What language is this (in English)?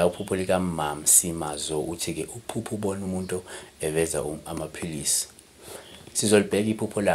Zulu